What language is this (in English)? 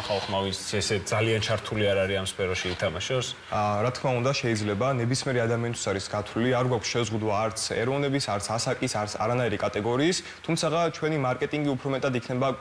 Georgian